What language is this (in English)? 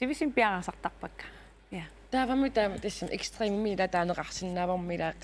Kalaallisut